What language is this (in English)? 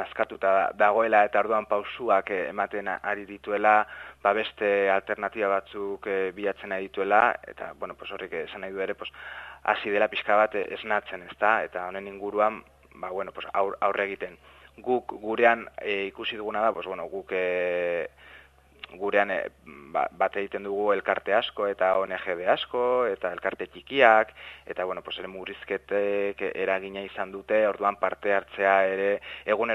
Basque